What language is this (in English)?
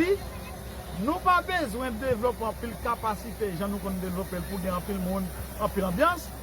Haitian Creole